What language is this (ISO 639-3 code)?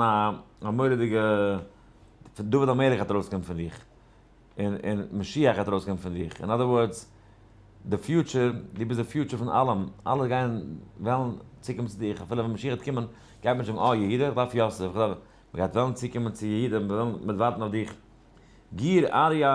yid